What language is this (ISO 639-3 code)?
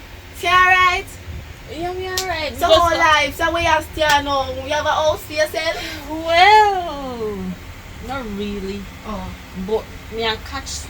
jam